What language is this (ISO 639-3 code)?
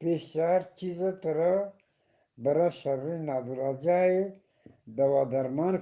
bgp